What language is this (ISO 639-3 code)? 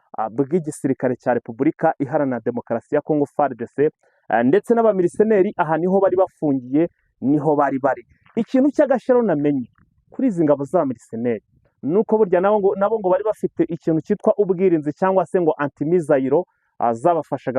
kin